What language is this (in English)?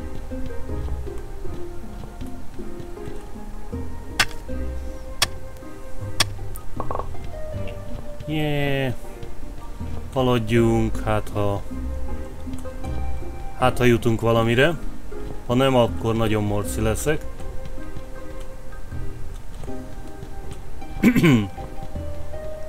Hungarian